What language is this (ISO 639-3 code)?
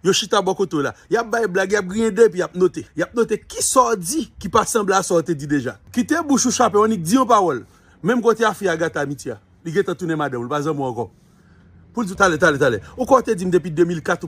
hat